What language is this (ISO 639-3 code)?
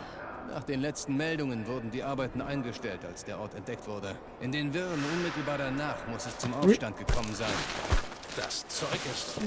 gsw